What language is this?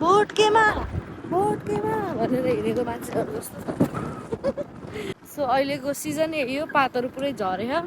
Nepali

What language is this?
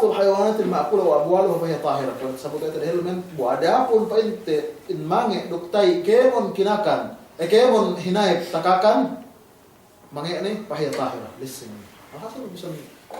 Yakan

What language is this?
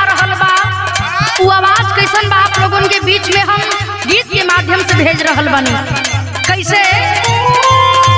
Bhojpuri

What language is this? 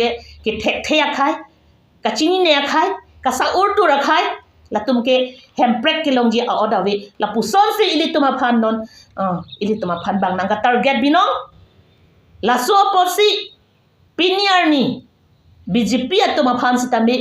Karbi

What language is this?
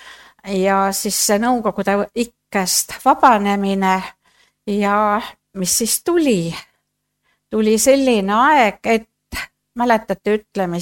Estonian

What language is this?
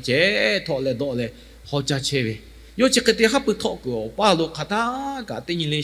Lahu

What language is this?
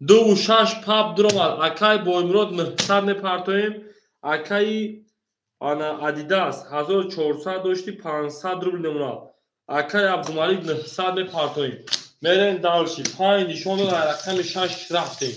Tajik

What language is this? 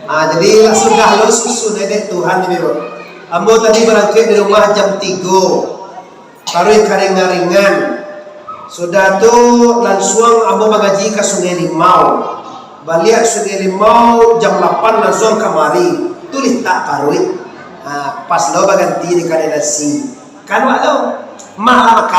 Minangkabau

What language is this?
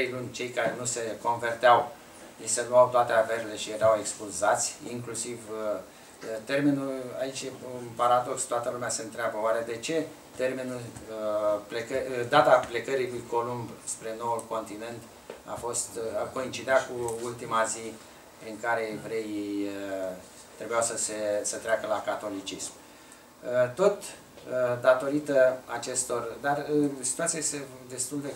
Romanian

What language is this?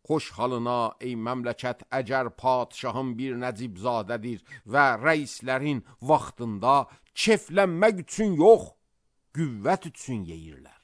Azerbaijani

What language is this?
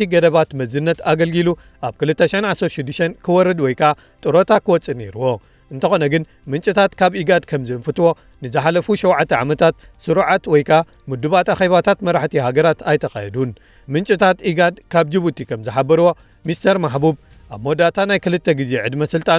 Tigrinya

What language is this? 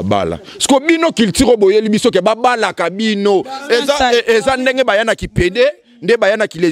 Lingala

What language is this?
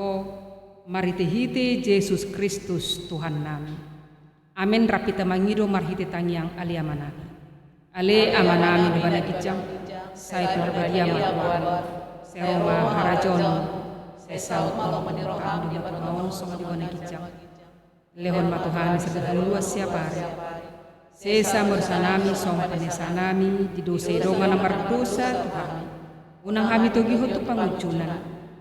Batak Toba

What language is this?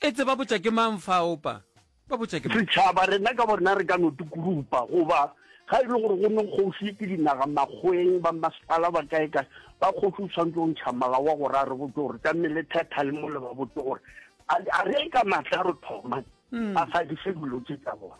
Northern Sotho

